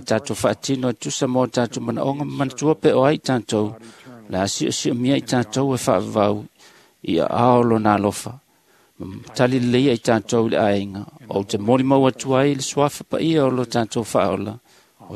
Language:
Samoan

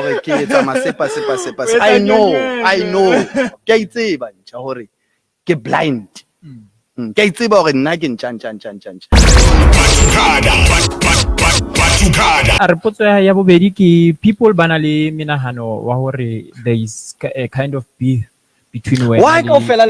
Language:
Southern Sotho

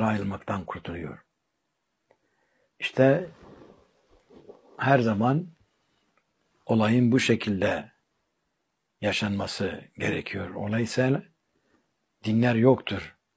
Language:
Turkish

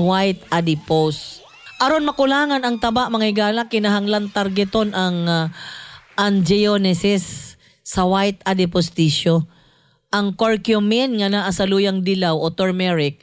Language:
Cebuano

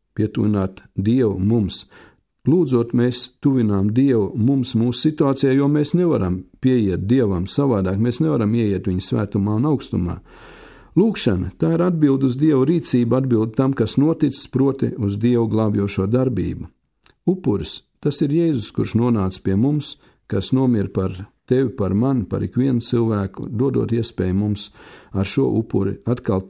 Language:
Latvian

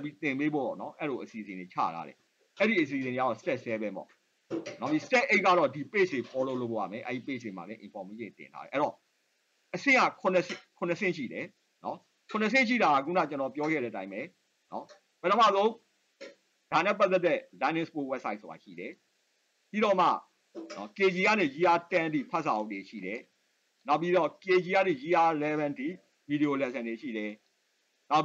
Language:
Burmese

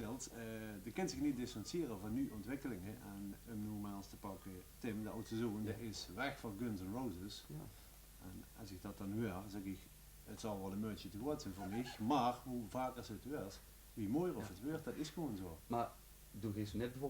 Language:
Limburgish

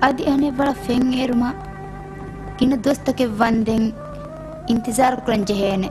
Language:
Divehi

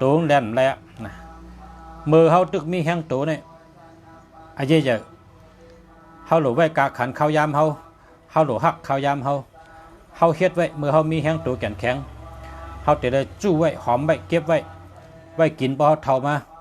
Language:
Shan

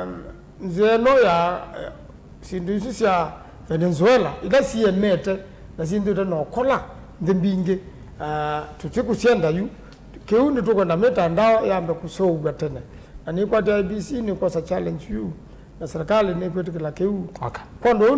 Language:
Kamba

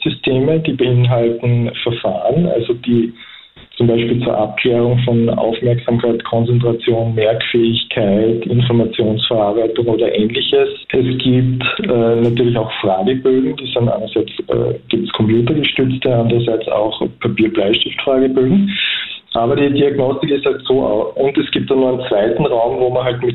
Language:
German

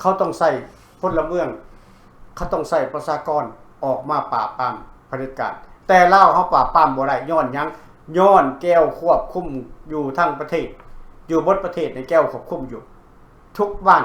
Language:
Lao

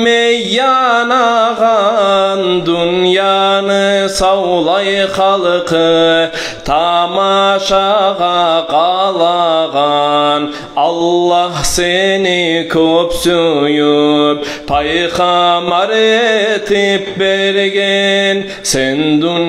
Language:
Kumyk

